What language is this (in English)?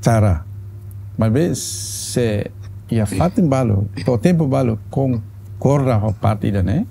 Tetum